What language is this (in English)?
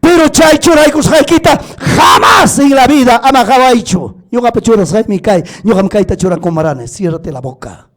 Ayacucho Quechua